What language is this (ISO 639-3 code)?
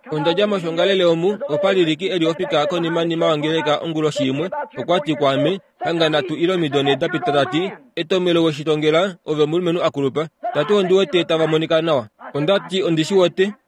kua